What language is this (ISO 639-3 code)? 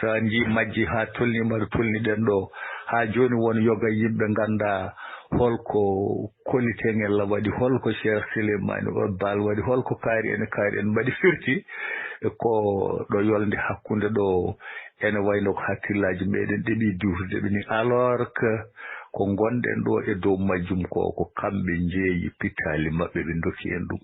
ful